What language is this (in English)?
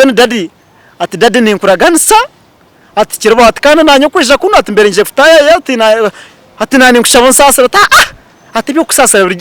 Nyankole